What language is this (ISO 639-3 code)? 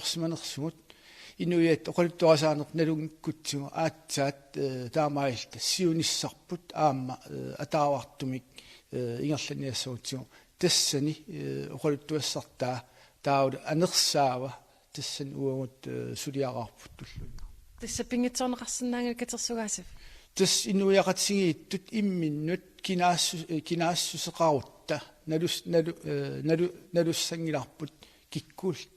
kal